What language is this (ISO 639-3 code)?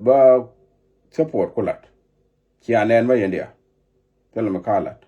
nus